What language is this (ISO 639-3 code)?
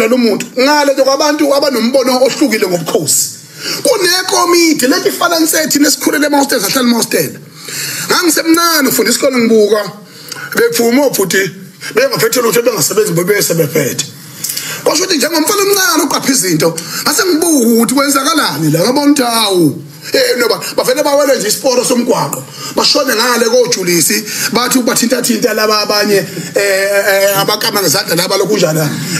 zul